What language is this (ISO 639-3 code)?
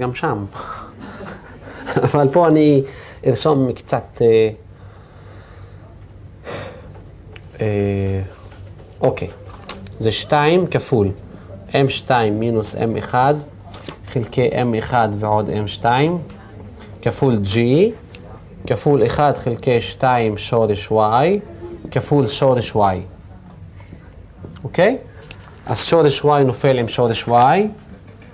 heb